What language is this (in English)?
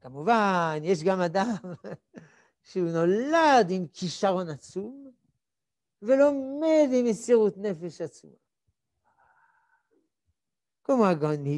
Hebrew